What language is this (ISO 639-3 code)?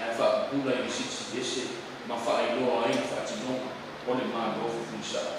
smo